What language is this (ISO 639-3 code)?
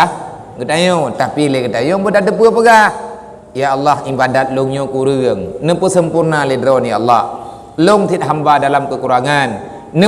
ace